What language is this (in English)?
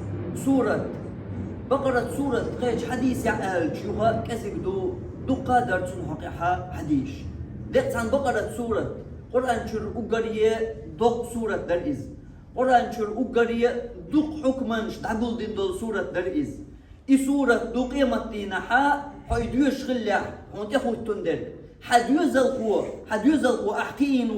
Chechen